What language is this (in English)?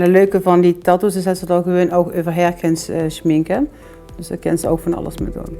Limburgish